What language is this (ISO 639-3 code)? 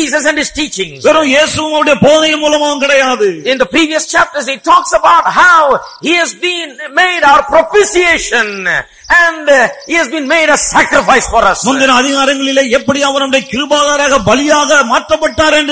tam